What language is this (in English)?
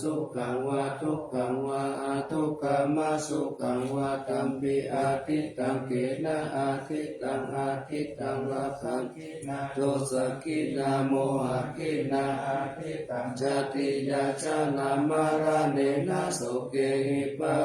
Pali